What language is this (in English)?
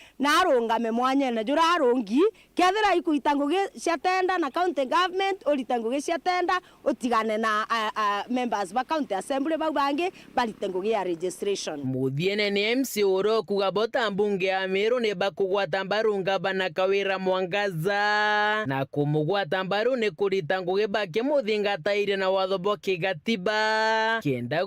Meru